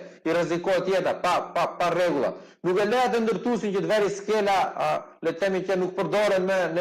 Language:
Albanian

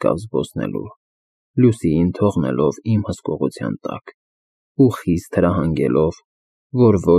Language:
Armenian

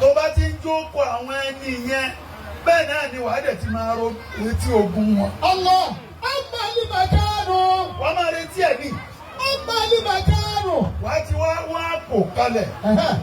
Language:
Yoruba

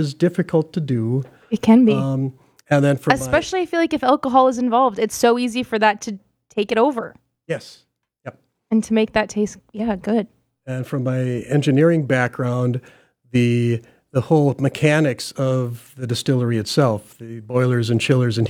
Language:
English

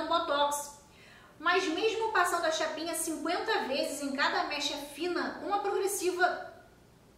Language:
Portuguese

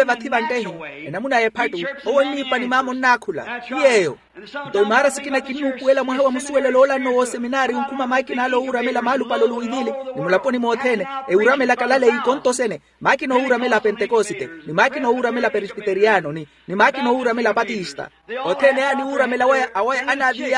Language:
Makhuwa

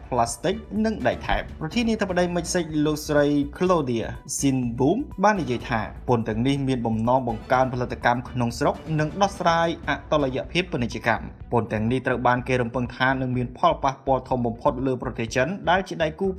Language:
Khmer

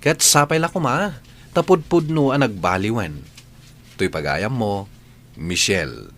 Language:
Iloko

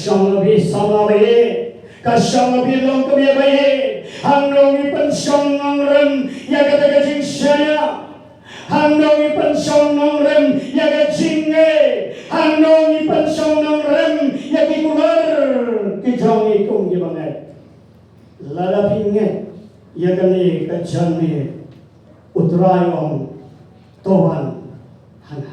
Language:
Khasi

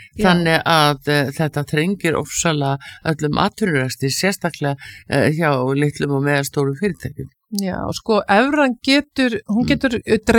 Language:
Icelandic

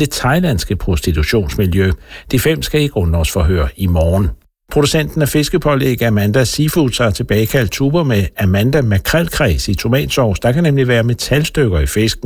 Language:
Danish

